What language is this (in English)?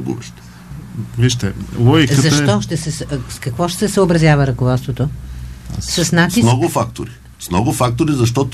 Bulgarian